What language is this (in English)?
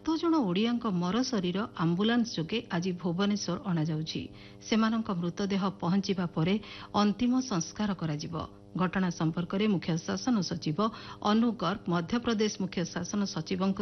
Odia